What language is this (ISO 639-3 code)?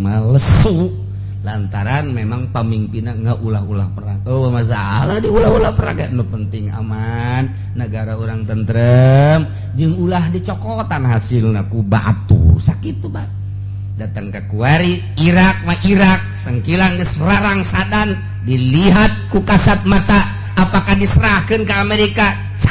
sun